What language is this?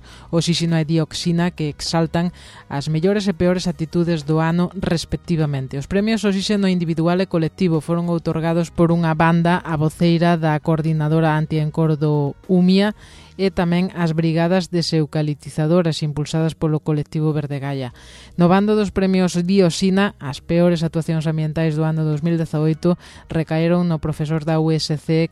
Galician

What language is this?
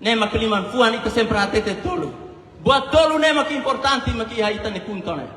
Tetum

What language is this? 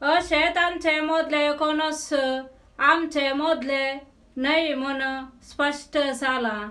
Konkani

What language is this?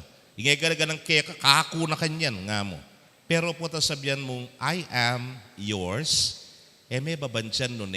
Pampanga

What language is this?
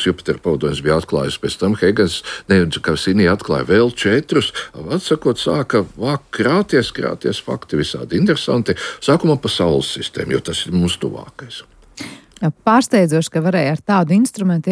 Latvian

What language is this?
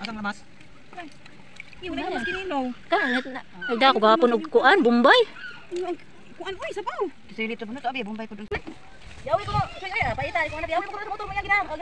Cebuano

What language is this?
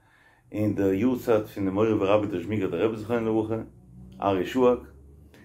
Yiddish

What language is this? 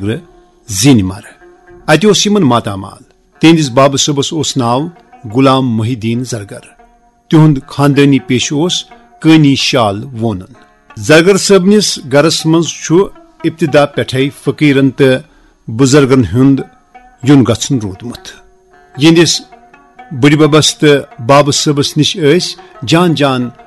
Kashmiri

